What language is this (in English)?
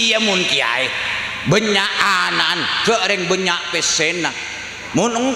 Madurese